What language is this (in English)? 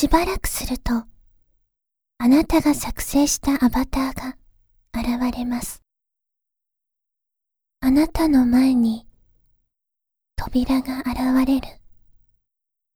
Japanese